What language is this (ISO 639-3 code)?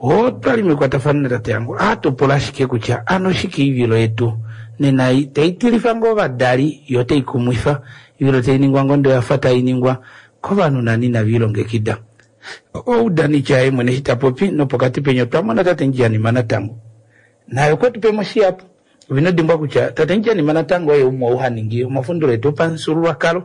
kua